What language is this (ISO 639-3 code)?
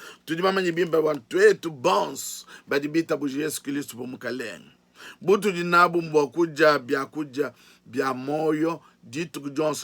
lua